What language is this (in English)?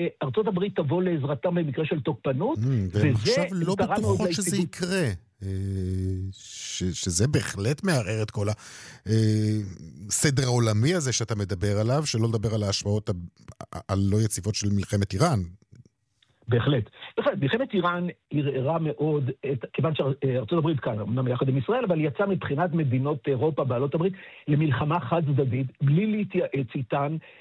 Hebrew